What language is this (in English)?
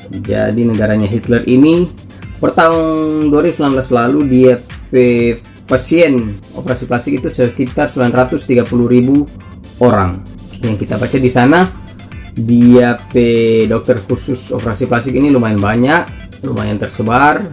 Manado Malay